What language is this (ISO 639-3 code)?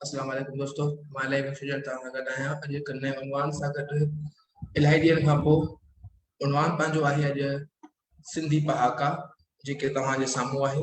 snd